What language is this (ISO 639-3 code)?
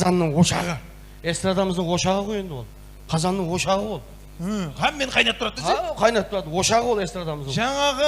kaa